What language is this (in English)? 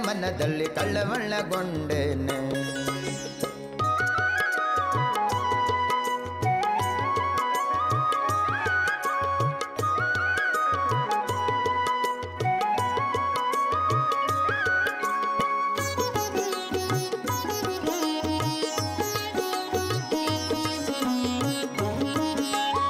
Kannada